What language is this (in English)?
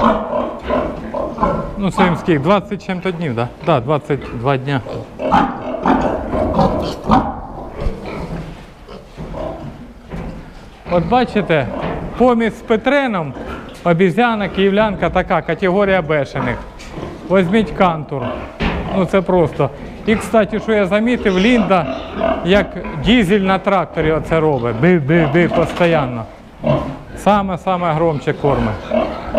Ukrainian